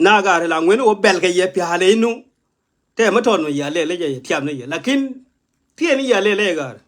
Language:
Nuer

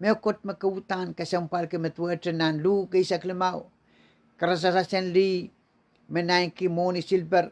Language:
Pohnpeian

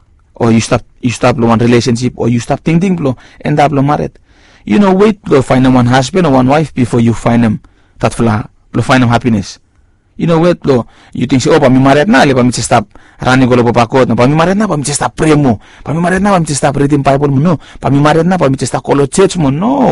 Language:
Bislama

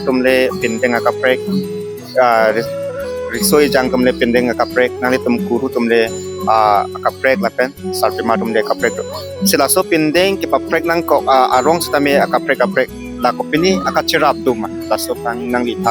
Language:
Karbi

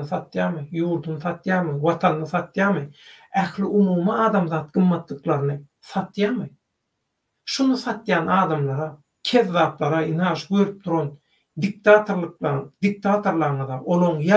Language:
Turkmen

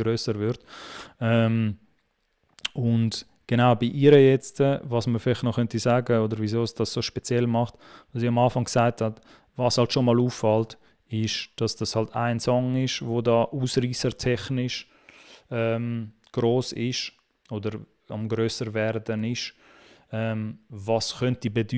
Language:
Swiss German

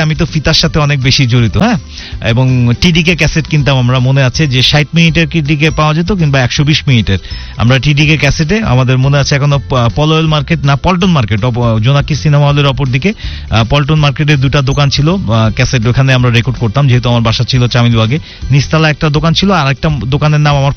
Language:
Bangla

